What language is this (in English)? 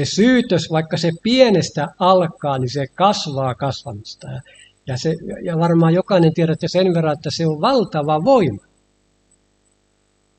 Finnish